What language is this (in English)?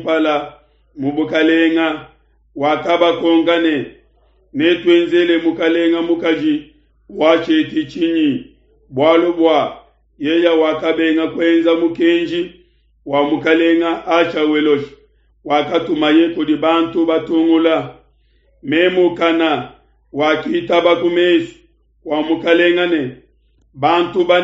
Luba-Lulua